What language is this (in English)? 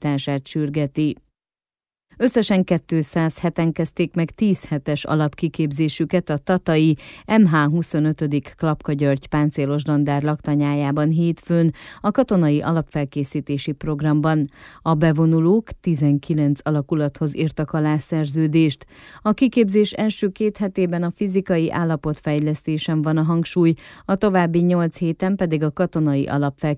Hungarian